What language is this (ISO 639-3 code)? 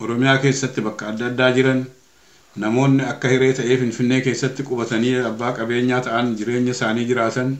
orm